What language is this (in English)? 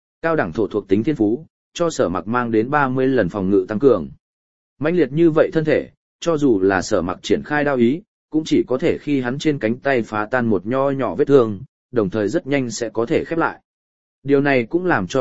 Vietnamese